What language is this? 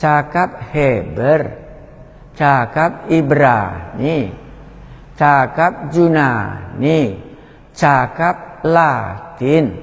Batak Karo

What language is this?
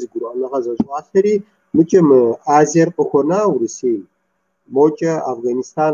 Kabardian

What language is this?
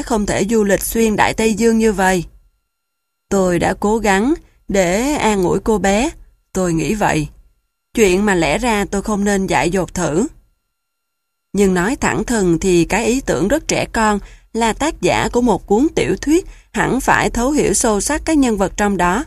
Vietnamese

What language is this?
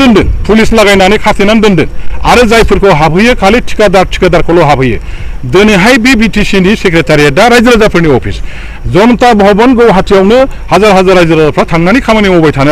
Bodo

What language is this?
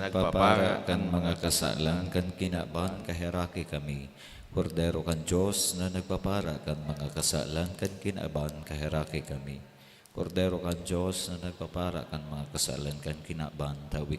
Bikol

